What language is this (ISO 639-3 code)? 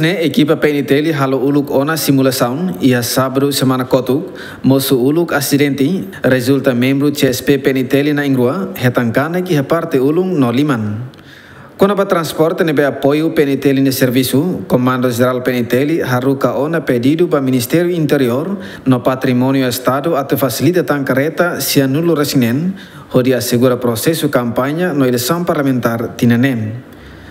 tet